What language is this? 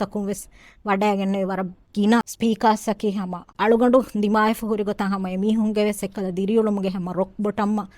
Divehi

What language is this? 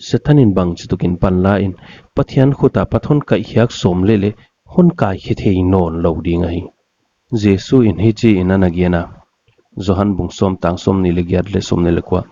Paite Chin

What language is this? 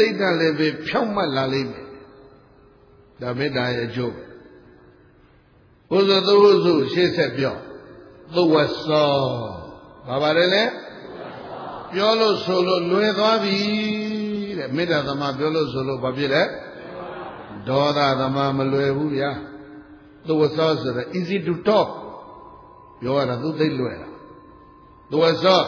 Burmese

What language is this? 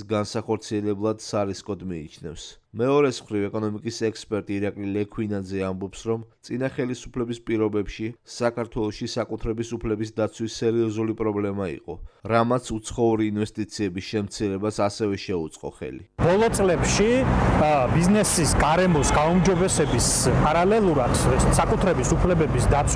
Georgian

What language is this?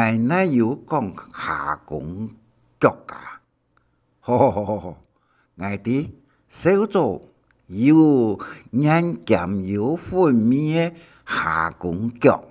Hakka Chinese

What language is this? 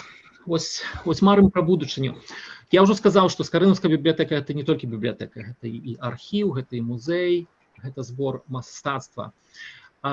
Belarusian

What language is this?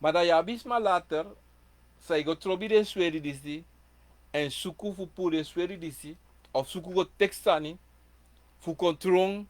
Sranan Tongo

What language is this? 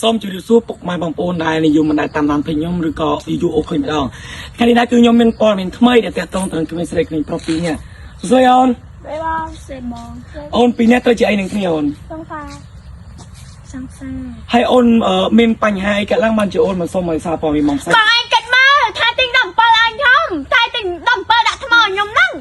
Khmer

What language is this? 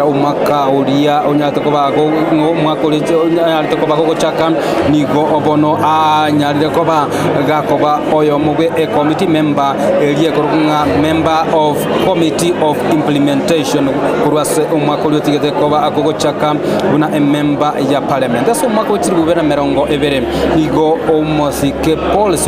Gusii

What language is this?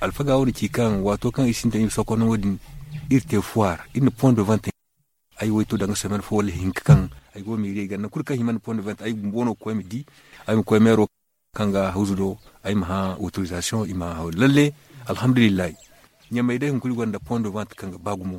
Zarma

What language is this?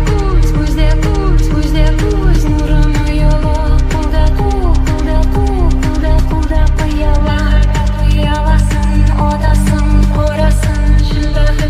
Kara-Kalpak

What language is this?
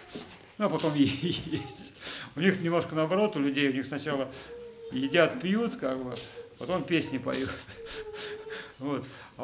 Russian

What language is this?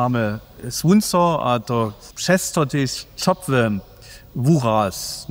Upper Sorbian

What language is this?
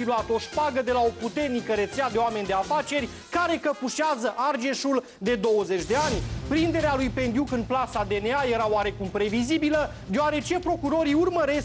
Romanian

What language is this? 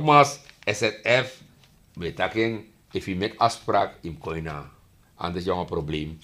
Sranan Tongo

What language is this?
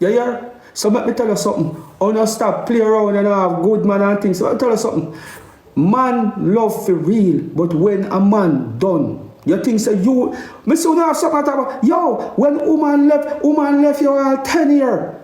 Jamaican Creole English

